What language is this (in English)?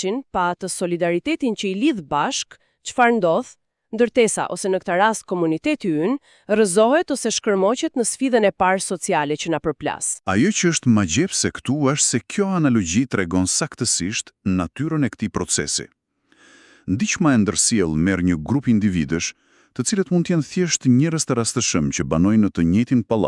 Albanian